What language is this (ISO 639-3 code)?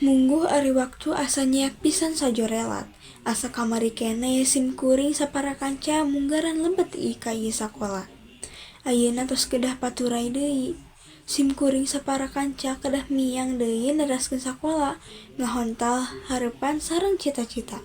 sun